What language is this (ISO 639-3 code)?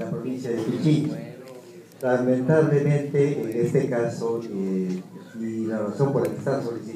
spa